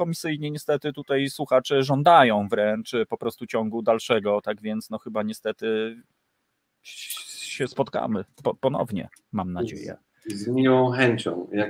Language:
Polish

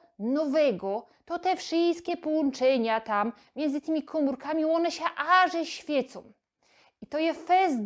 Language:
Silesian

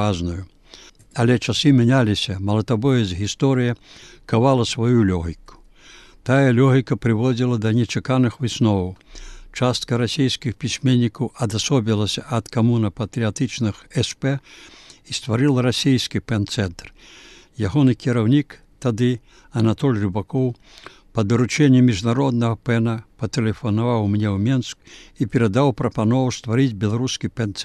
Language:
Belarusian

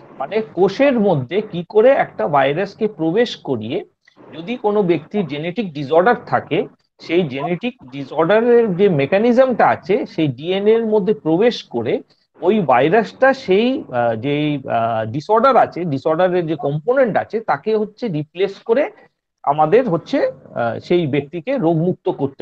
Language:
Bangla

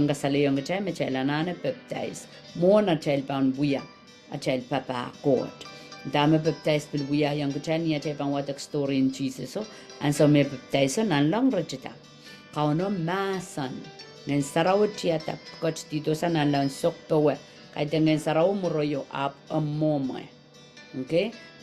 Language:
Pohnpeian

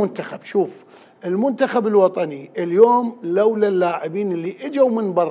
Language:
Mesopotamian Arabic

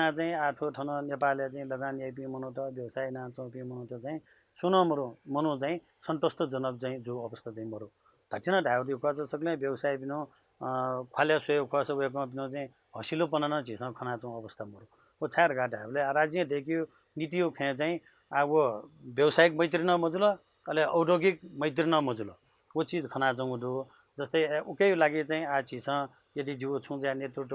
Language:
Newari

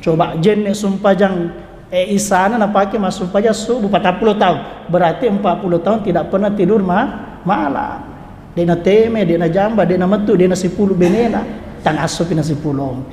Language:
Buginese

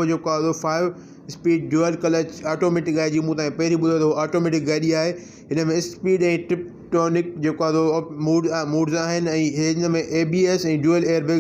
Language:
Sindhi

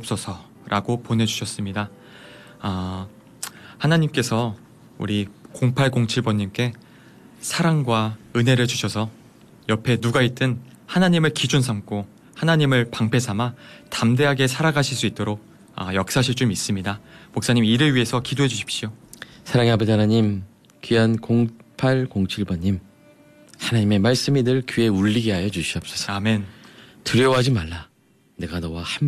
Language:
Korean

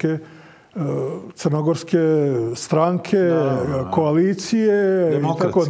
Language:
Croatian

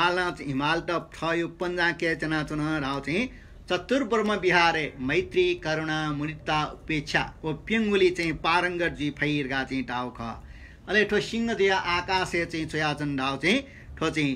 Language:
Newari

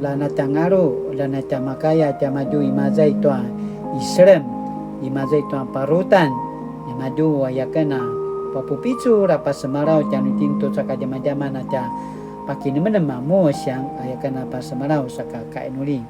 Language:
Paiwan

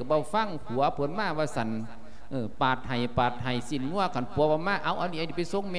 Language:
Lao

